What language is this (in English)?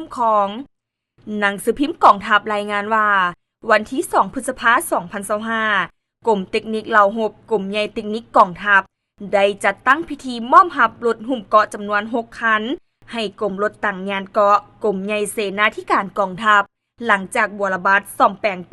Lao